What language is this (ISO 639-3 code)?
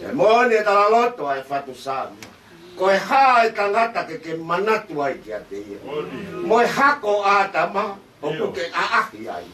ton